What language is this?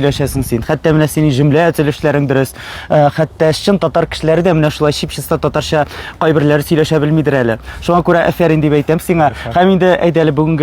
Tatar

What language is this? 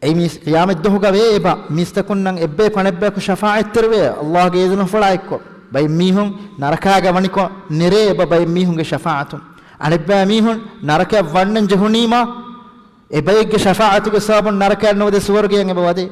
Divehi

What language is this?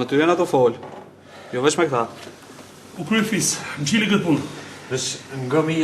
Albanian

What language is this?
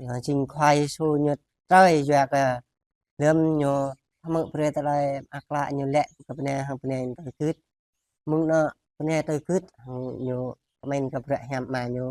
Jarai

